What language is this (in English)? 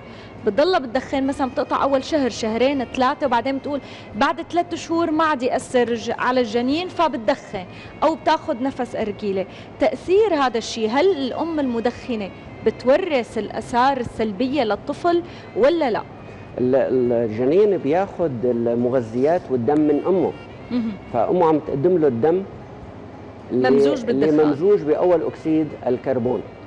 North Levantine Arabic